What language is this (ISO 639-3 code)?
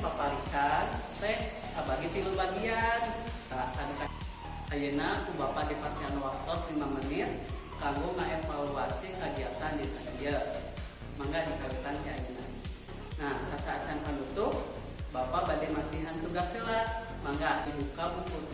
sun